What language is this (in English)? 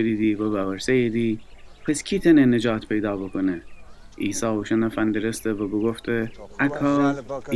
Gilaki